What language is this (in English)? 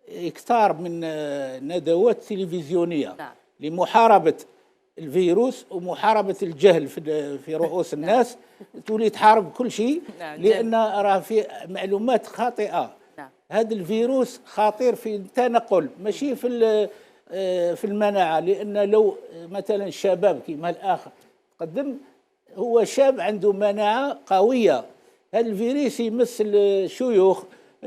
Algerian Arabic